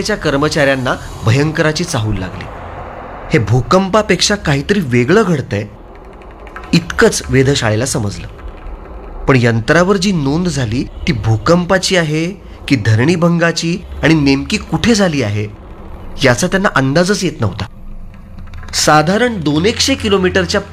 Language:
Marathi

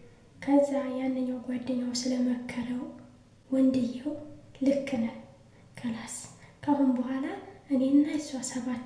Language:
Amharic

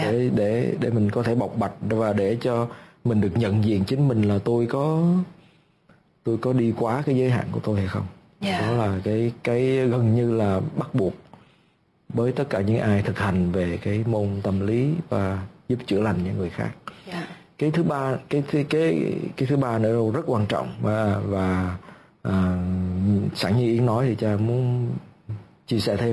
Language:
Vietnamese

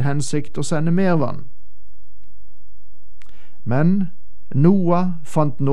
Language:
Norwegian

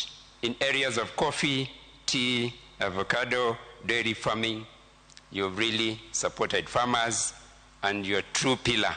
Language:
Luo (Kenya and Tanzania)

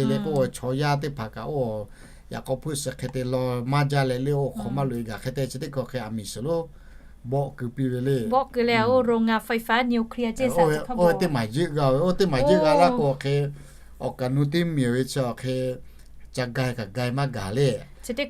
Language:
Lahu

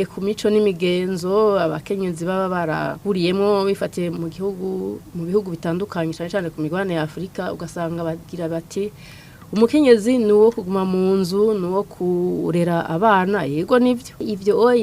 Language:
Rundi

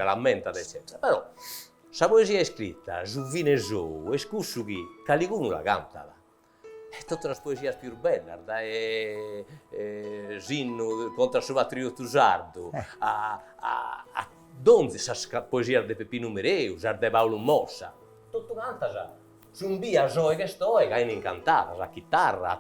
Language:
Sardinian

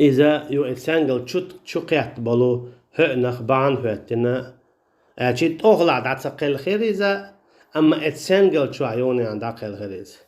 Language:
Chechen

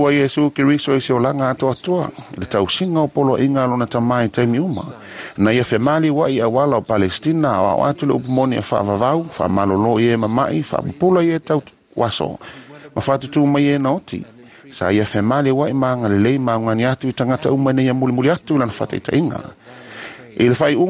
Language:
Samoan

